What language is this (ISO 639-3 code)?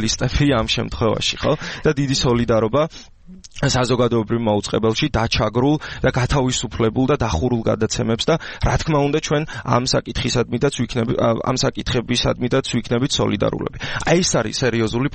kat